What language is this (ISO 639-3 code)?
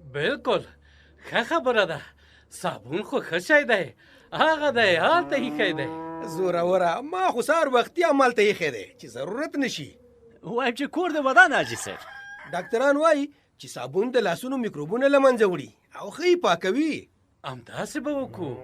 pus